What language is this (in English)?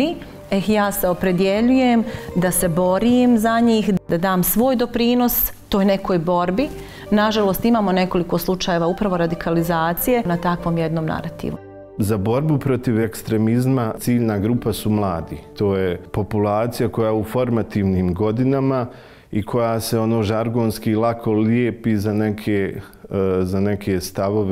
Bosnian